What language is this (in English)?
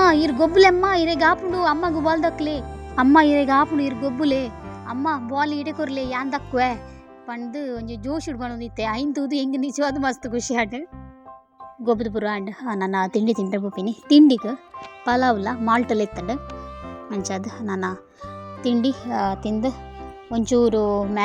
Tulu